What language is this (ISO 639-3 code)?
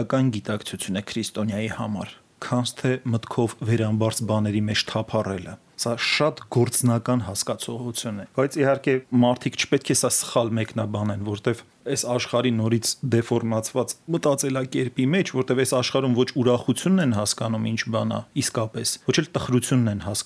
hye